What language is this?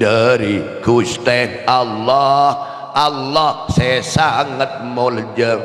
Madurese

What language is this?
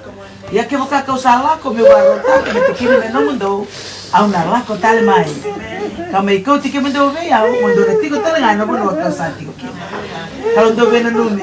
Fijian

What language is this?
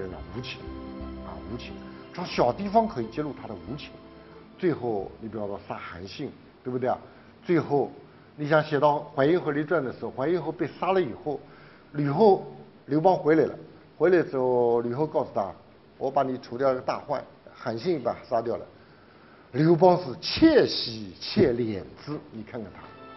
Chinese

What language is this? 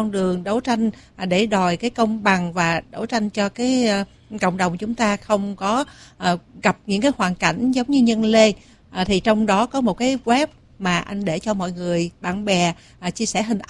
Vietnamese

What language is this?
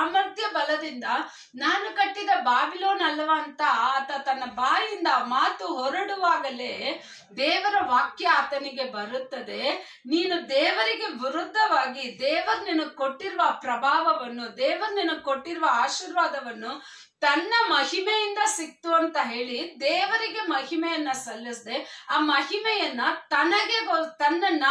Kannada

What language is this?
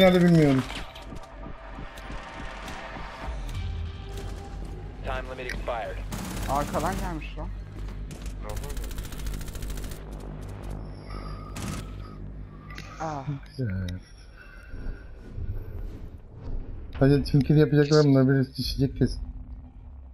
Turkish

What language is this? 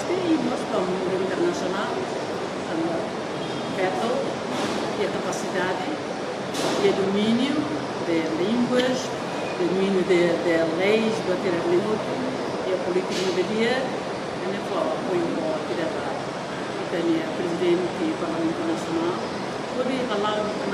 Tetum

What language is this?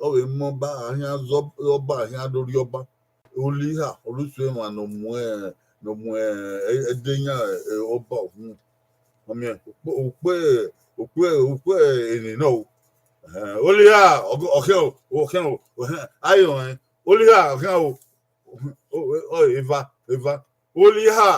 Bini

